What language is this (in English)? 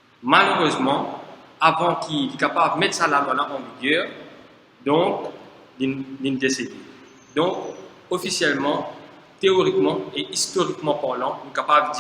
Morisyen